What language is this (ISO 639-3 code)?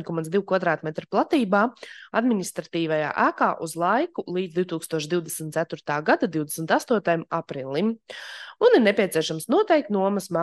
lav